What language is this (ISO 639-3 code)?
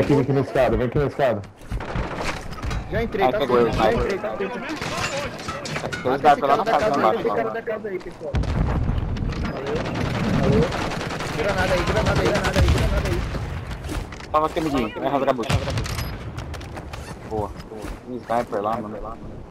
por